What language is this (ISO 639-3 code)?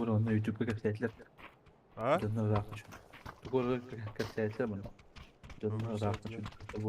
sah